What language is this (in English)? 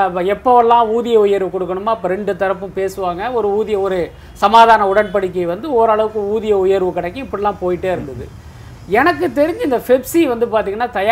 Tamil